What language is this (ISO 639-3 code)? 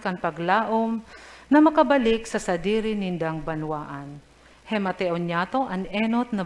bik